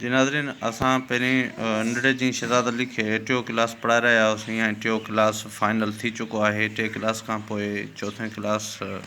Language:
Sindhi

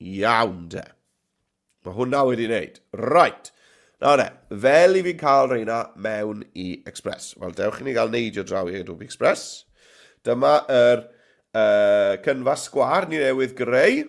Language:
Welsh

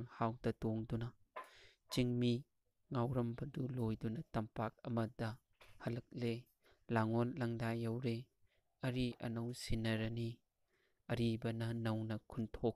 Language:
Manipuri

